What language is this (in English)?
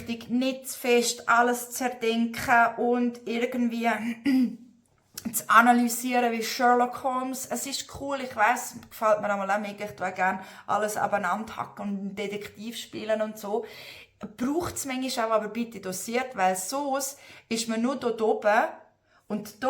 Swiss German